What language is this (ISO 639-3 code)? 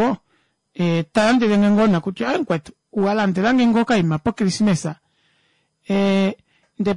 kua